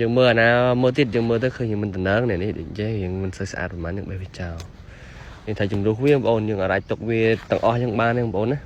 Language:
Khmer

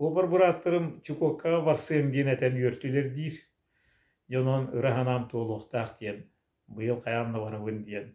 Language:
Yakut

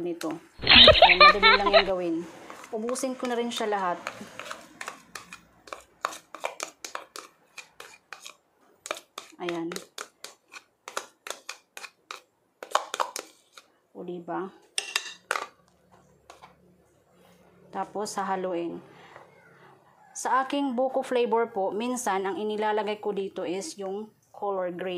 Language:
Filipino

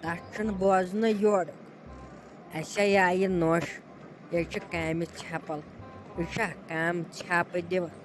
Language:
Kashmiri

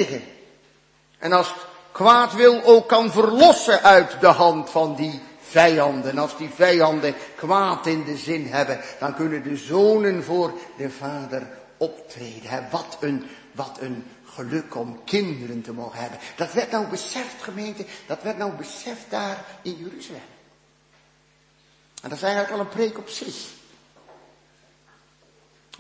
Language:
Dutch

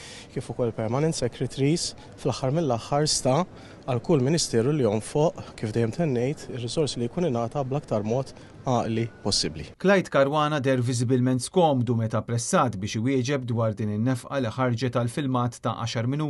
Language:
Maltese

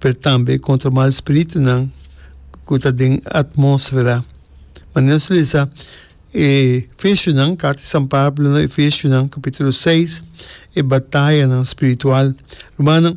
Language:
Papiamento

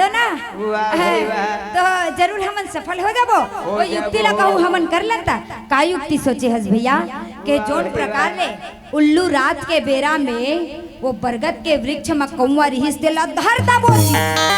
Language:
Chhattisgarhi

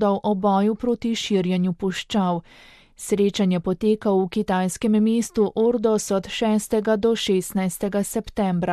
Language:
Slovenian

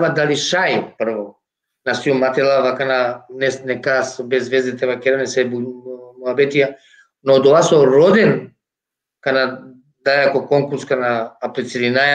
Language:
Balkan Romani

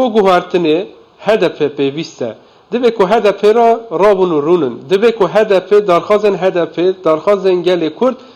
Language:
Kurdish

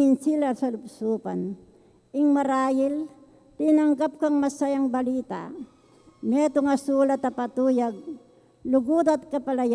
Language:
Pampanga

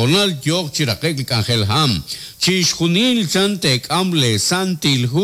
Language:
Kekchí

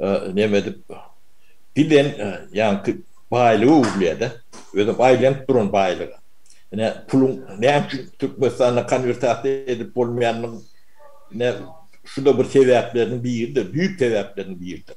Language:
Turkmen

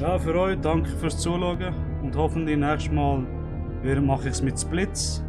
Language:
Swiss German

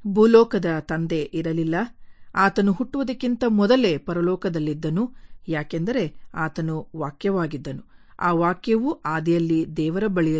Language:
Kannada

